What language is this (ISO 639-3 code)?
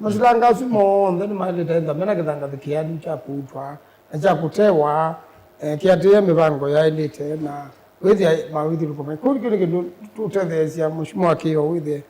kam